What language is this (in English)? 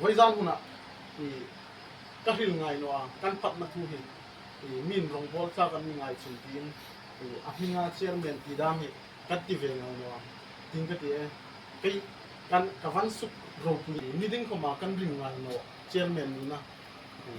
Hmar